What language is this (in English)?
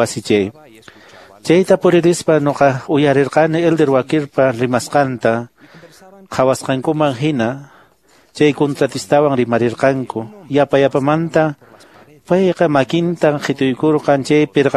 Quechua